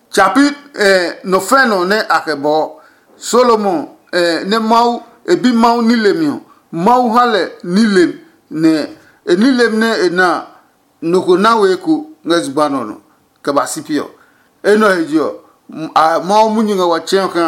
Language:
Adangme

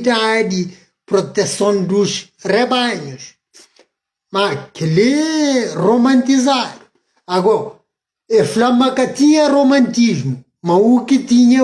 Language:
Kabuverdianu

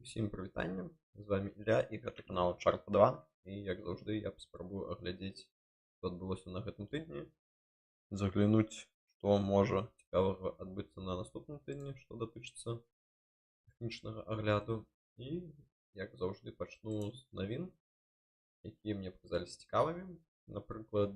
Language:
Belarusian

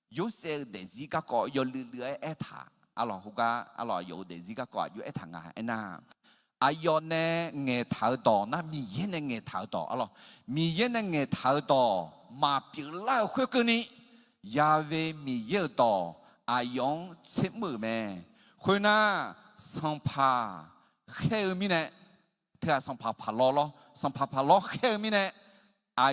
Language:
Akha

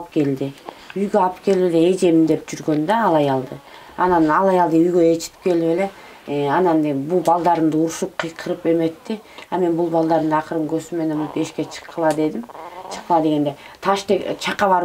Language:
Kyrgyz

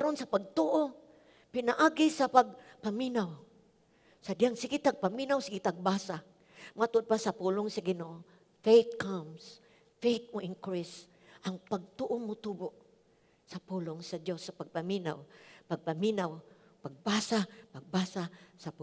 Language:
Cebuano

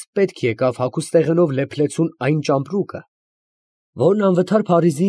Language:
Armenian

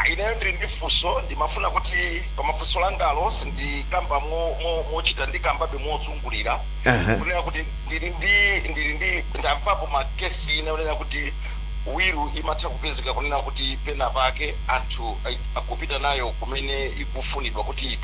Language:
Nyanja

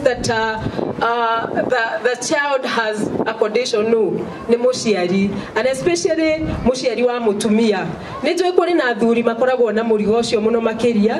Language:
Kikuyu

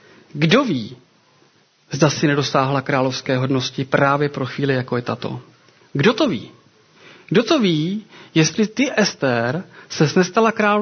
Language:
Czech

